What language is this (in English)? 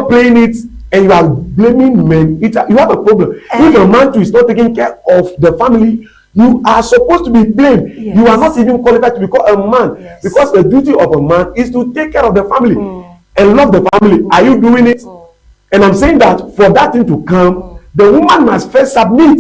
Ewe